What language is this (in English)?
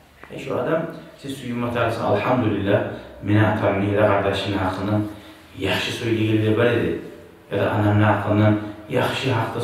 Kumyk